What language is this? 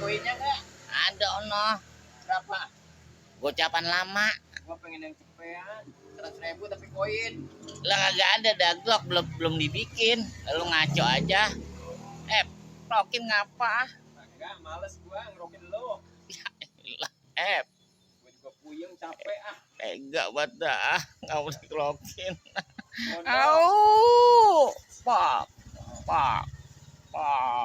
Betawi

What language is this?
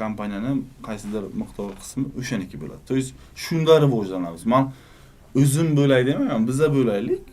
Uzbek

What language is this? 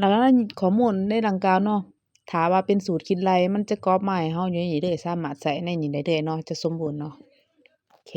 Lao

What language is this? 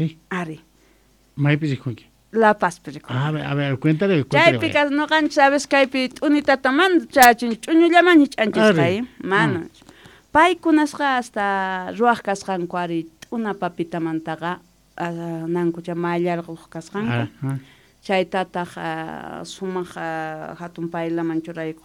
South Bolivian Quechua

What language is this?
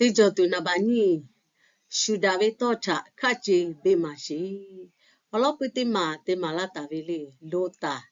Lahu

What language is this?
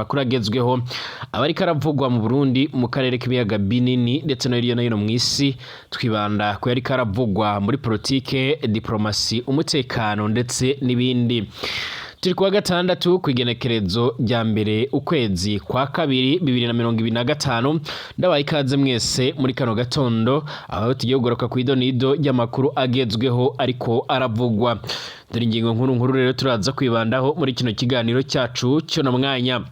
Rundi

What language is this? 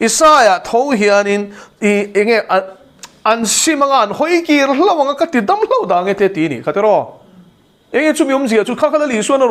Mizo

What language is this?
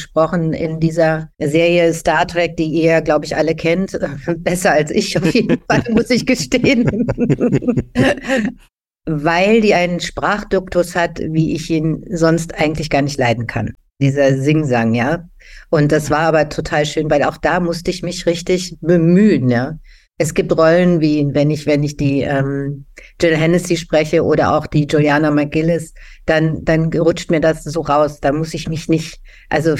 German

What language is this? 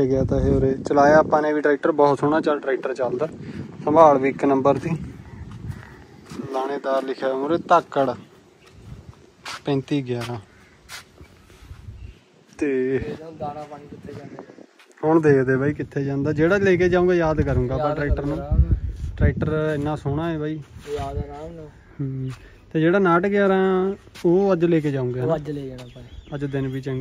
Punjabi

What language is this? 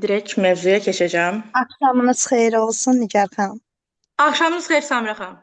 Azerbaijani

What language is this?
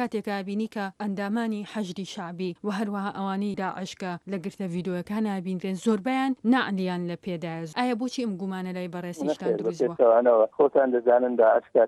Central Kurdish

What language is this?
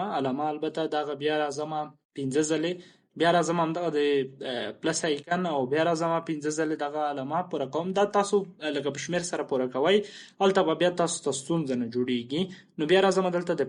Pashto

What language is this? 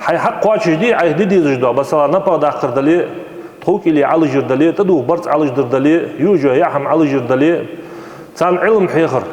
Ingush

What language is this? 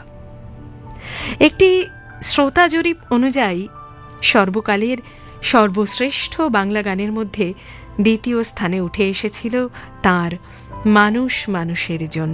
Bangla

